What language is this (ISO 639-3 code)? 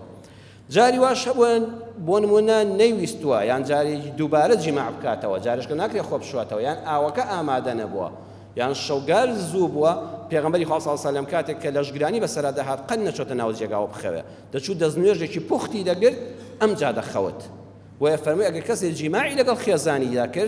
ckb